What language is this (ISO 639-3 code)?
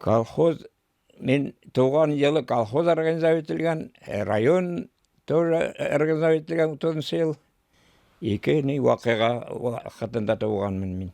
bak